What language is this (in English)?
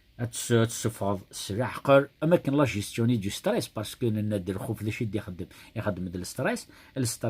Kabyle